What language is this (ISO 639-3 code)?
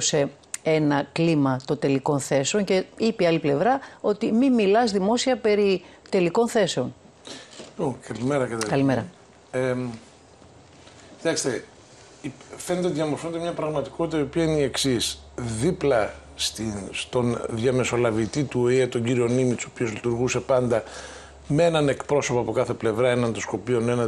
ell